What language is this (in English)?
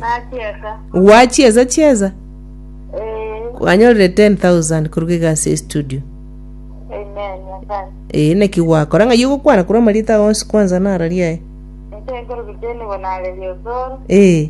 Gusii